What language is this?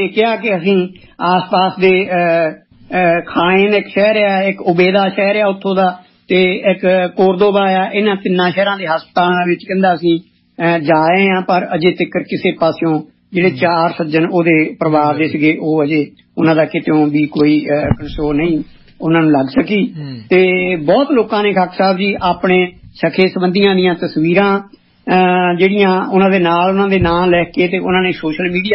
Punjabi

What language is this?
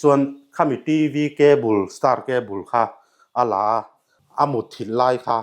Mizo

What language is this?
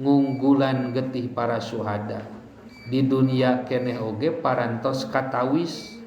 Sundanese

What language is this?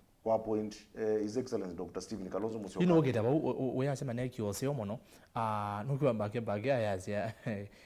Kamba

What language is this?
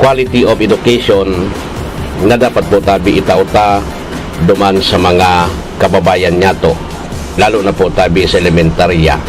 Bikol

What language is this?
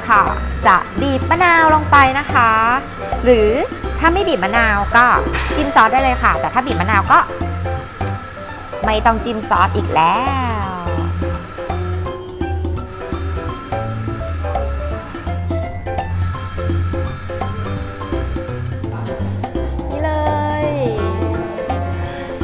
Thai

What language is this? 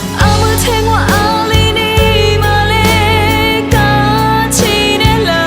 Lisu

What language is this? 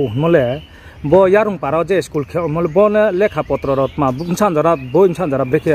Riang (India)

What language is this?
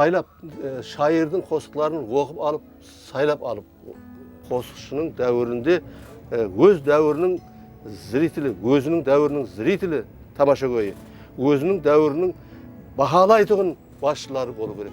Kara-Kalpak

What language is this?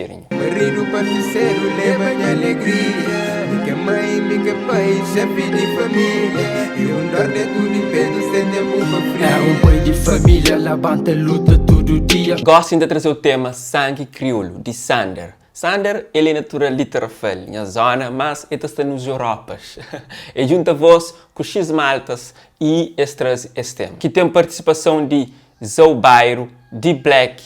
Kabuverdianu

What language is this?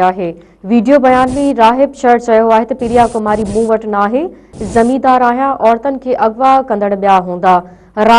Sindhi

